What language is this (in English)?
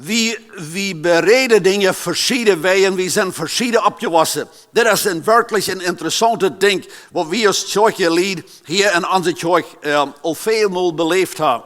Plautdietsch